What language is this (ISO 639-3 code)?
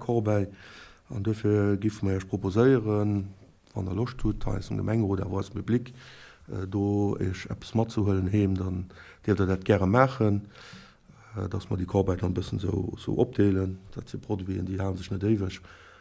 ltz